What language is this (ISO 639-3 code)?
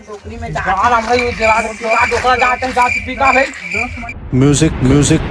hne